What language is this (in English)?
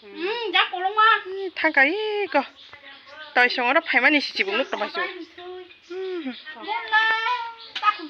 Kok Borok